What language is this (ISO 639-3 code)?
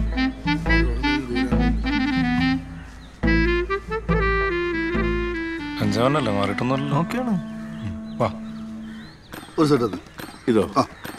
mal